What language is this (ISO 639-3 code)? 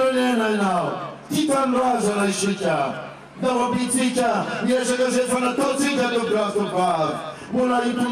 mlg